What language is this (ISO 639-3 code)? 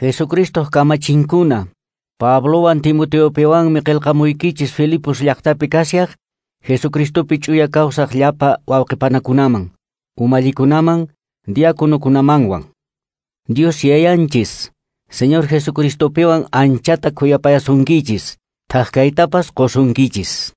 que